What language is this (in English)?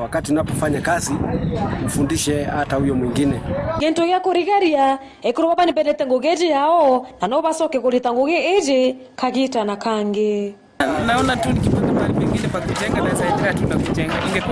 Meru